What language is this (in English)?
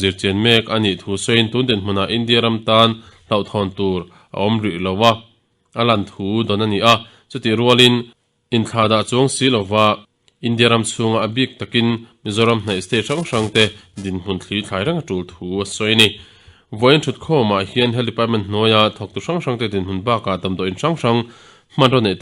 Mizo